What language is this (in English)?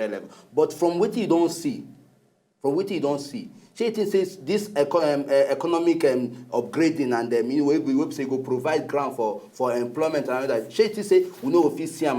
Nigerian Pidgin